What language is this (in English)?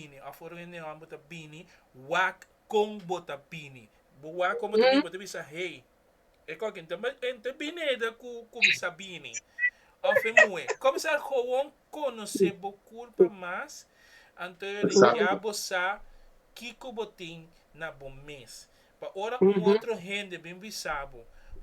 Papiamento